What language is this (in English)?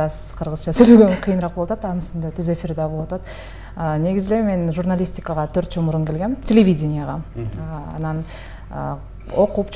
Kyrgyz